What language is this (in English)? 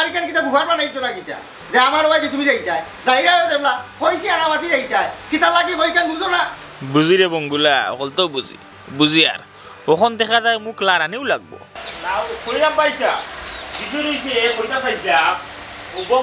Sylheti